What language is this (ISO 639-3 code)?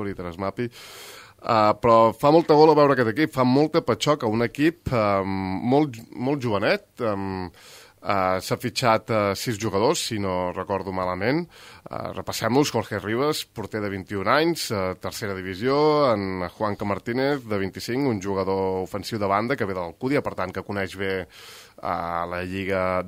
cat